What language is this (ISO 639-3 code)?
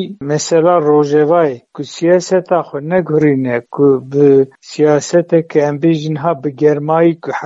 kur